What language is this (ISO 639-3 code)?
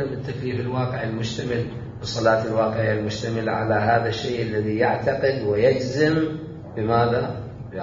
acm